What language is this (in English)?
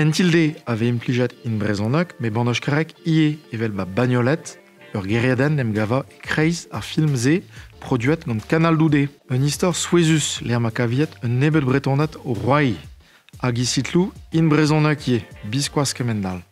Breton